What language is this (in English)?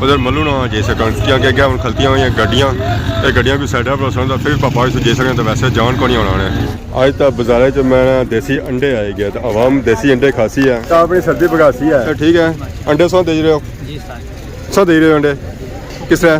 Pahari-Potwari